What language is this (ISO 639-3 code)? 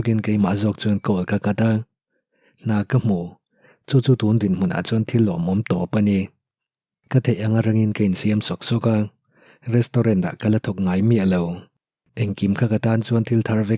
lus